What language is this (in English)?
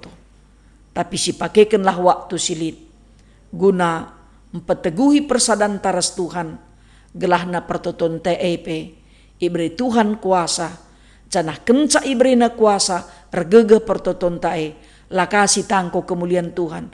Batak Karo